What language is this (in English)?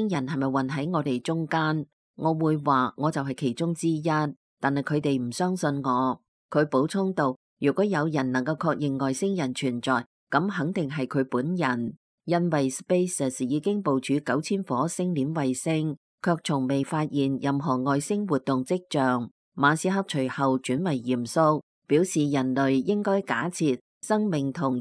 Cantonese